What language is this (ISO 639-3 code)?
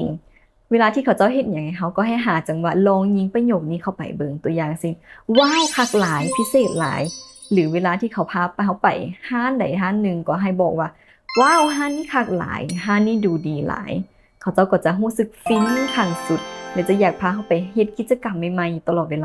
lao